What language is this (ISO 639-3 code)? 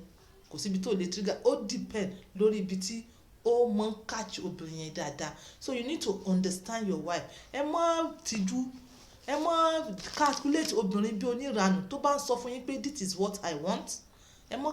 yor